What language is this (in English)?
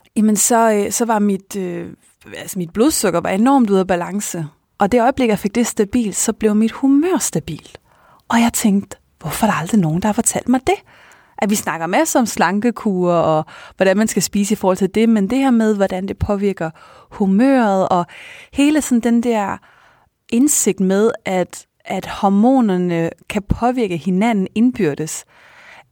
Danish